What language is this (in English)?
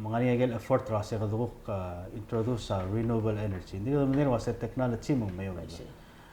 Palauan